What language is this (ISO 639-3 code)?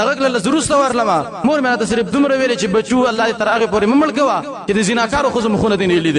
pus